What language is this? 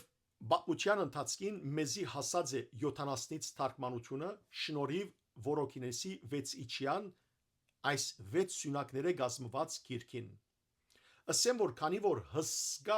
Western Armenian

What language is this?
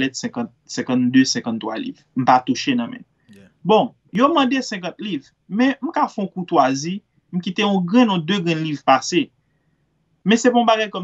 Haitian Creole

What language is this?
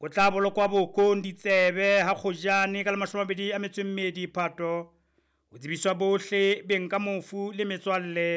Southern Sotho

